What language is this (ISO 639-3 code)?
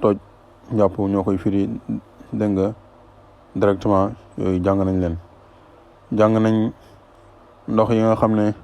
wol